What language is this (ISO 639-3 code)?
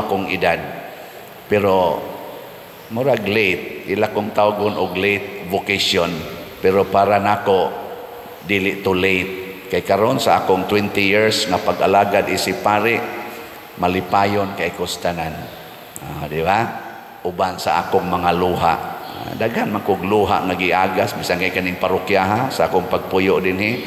ceb